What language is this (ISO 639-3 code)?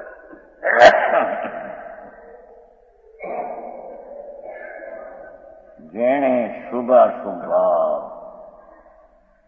guj